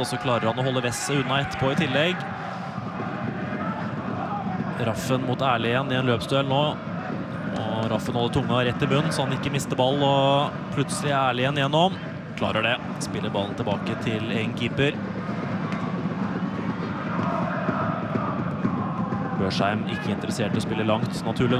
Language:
Norwegian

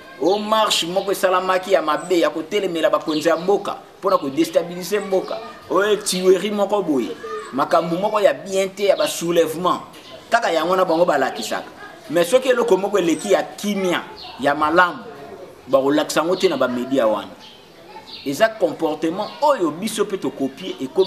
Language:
Lingala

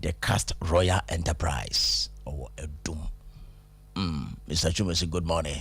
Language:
Akan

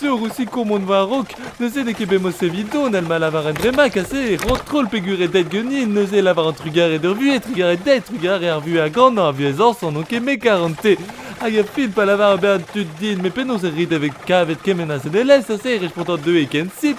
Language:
Breton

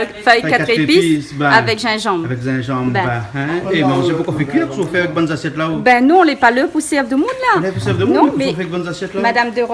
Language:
Réunion Creole French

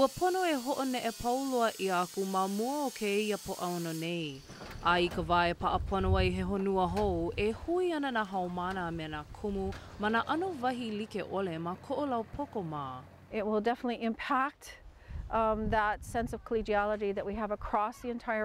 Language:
Hawaiian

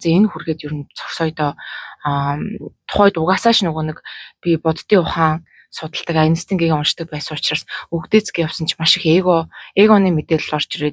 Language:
Mongolian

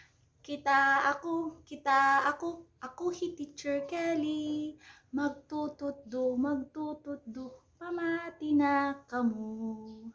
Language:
Waray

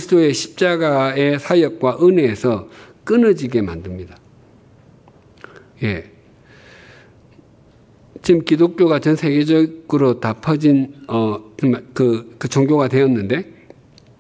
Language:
Korean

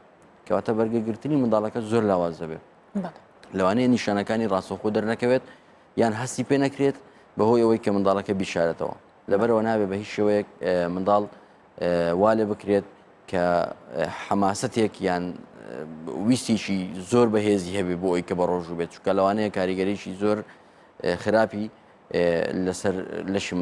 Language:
Central Kurdish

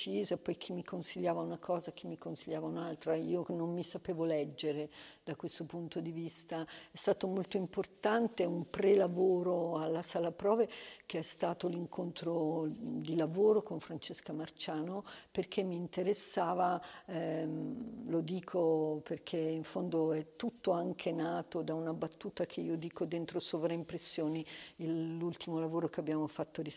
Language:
Italian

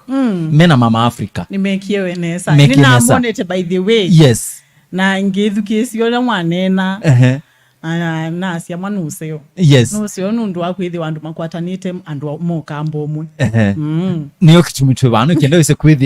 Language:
Kamba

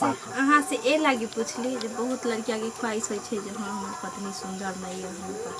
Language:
Maithili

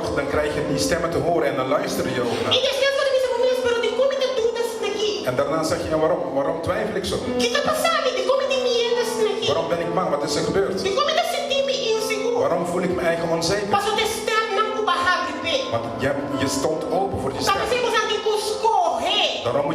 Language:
Papiamento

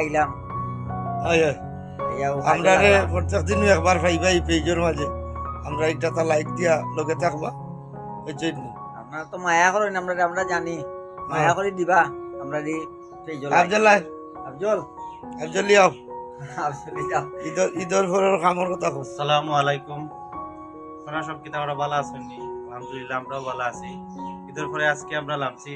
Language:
Sylheti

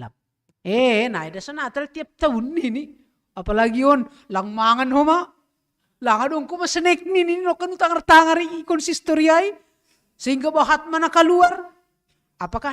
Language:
Batak Simalungun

